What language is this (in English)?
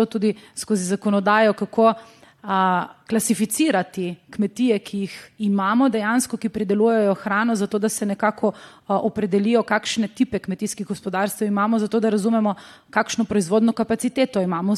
Slovenian